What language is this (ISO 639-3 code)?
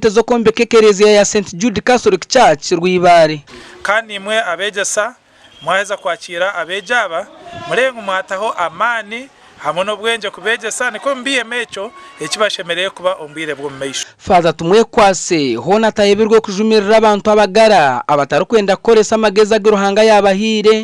nyn